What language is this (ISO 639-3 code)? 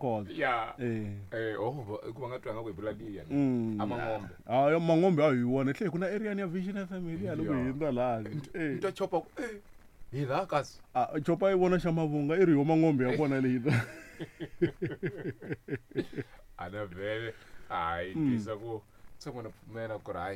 tso